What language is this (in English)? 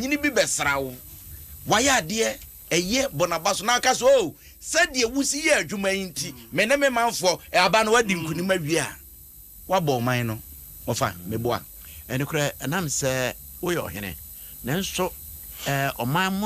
Akan